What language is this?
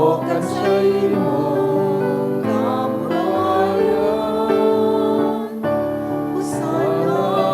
Bikol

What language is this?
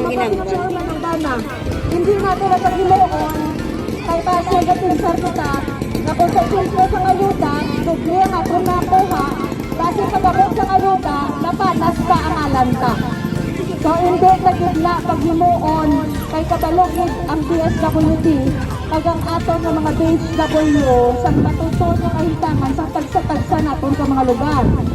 Hiligaynon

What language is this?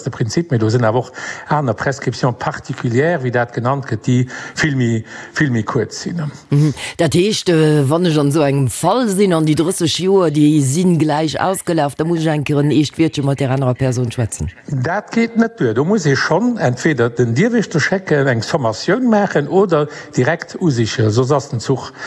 Luxembourgish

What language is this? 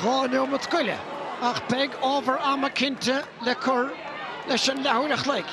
Irish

